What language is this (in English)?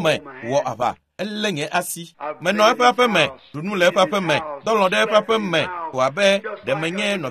Ewe